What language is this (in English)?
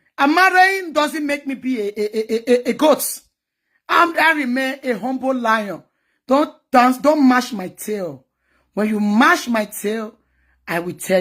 Nigerian Pidgin